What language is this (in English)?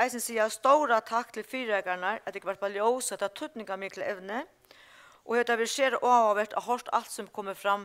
Faroese